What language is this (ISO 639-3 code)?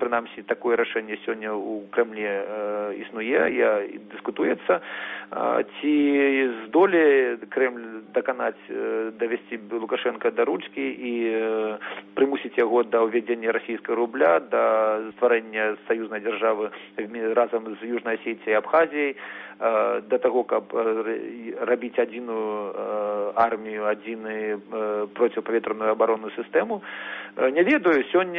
bel